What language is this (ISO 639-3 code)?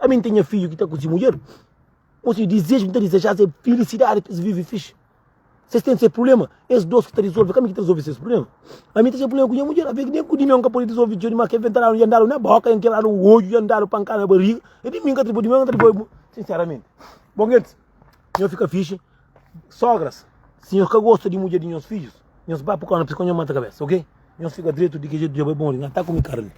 kea